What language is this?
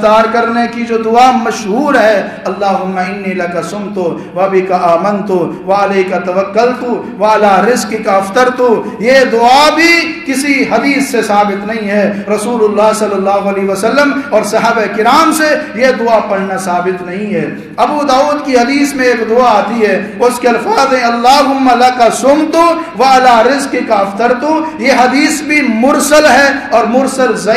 Urdu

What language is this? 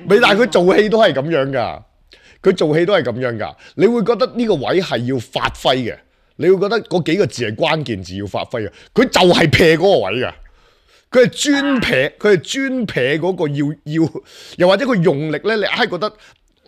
Cantonese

